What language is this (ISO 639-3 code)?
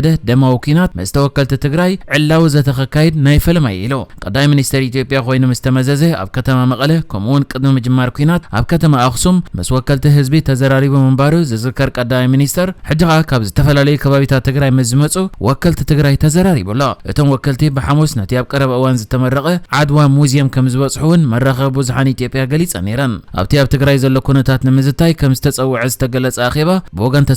tir